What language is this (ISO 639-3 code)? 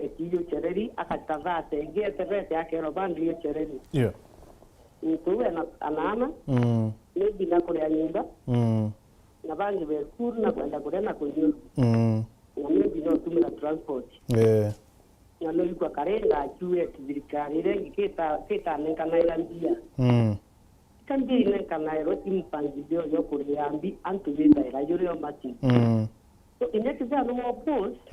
mer